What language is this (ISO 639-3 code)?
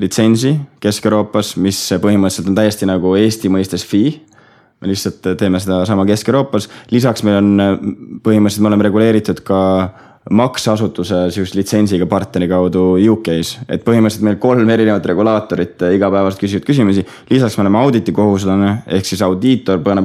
est